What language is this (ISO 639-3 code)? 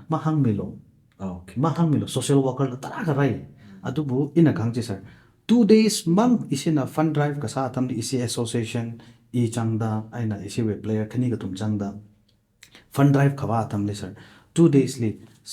nmf